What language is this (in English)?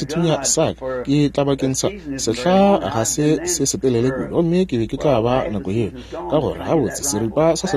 Northern Sotho